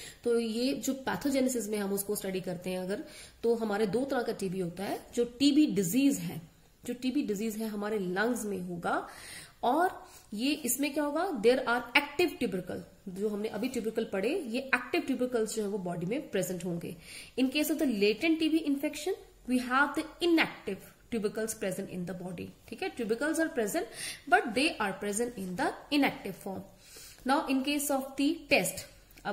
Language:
Hindi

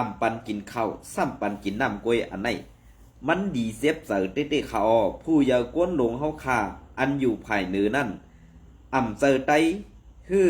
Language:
Shan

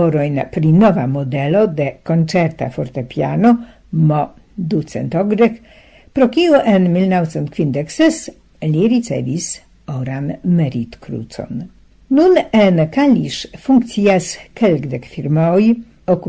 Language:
Esperanto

